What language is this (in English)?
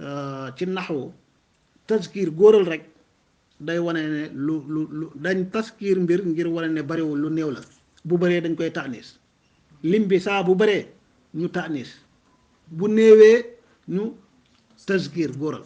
Wolof